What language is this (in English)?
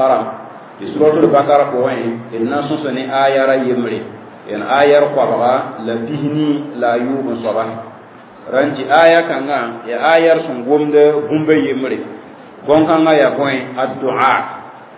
Mossi